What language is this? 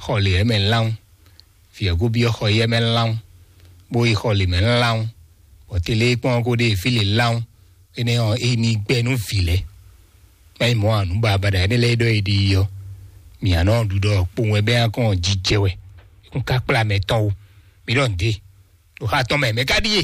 Fon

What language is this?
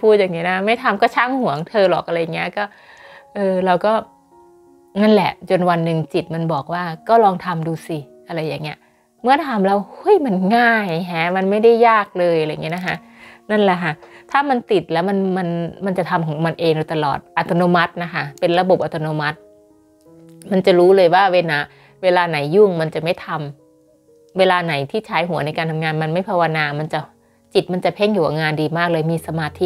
Thai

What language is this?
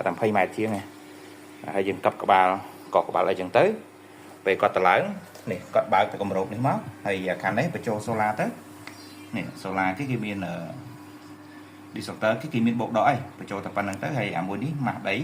Khmer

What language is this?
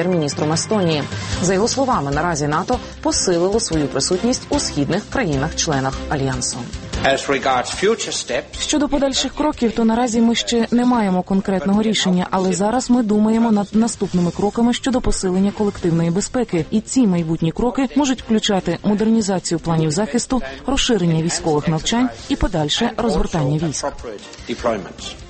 Ukrainian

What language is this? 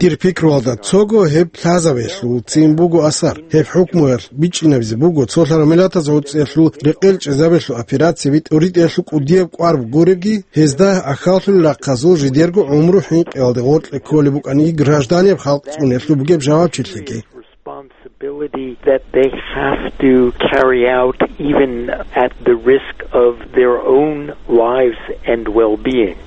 Avaric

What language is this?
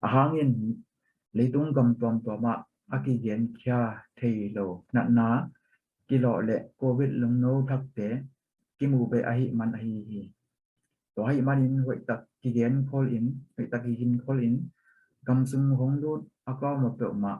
Tedim Chin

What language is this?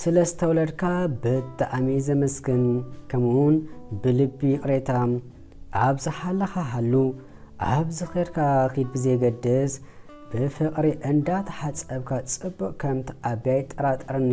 Tigrinya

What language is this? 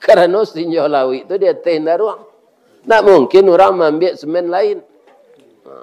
Minangkabau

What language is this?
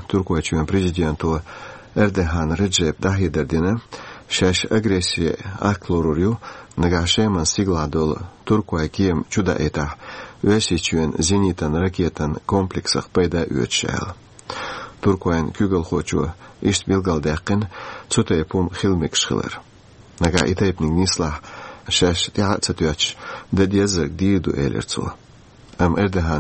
Chechen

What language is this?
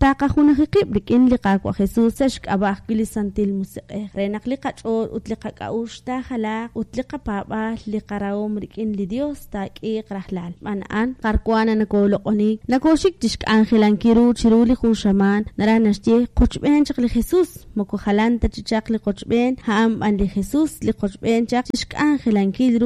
Kekchí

